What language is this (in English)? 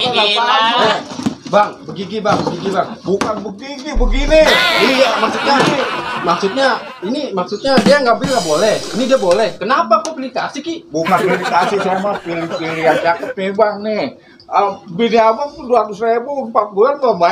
Betawi